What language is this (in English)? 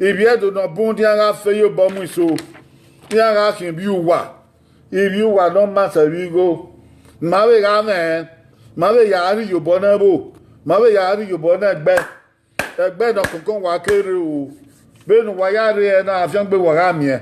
Bini